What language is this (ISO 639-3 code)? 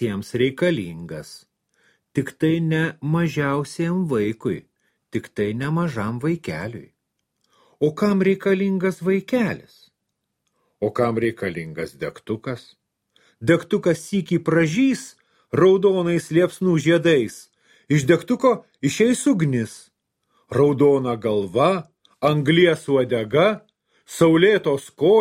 lit